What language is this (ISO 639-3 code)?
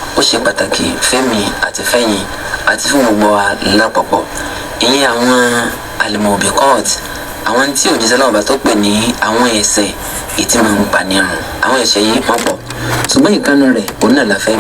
yor